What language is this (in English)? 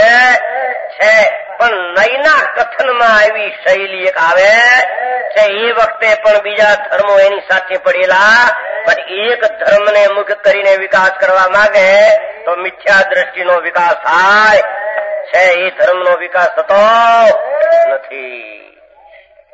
Gujarati